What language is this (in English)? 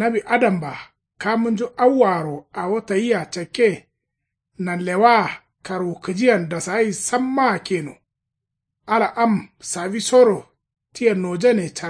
Kanuri